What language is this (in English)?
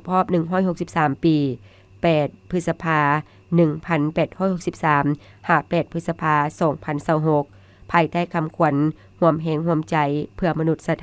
Lao